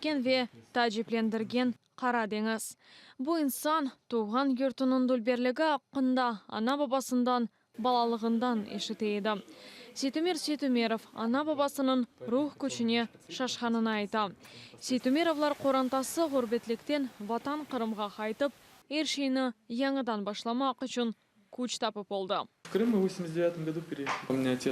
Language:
Crimean Tatar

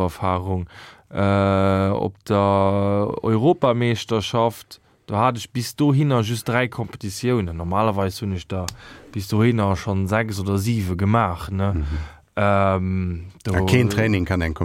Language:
Luxembourgish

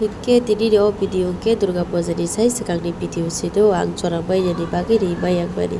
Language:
Kok Borok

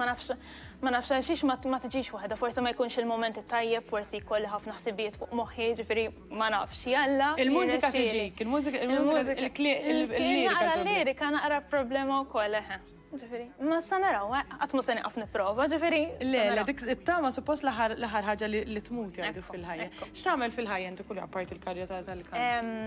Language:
Maltese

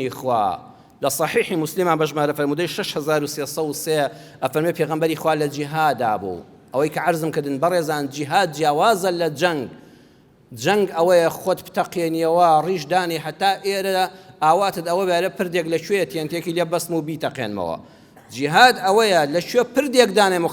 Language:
Central Kurdish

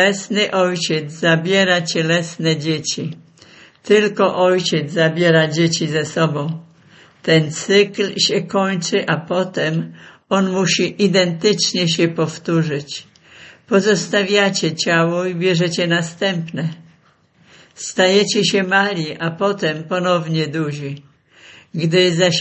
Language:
Polish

